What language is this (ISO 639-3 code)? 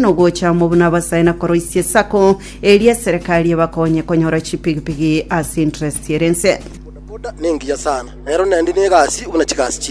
guz